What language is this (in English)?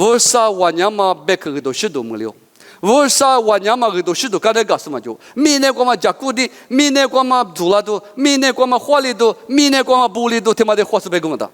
Lisu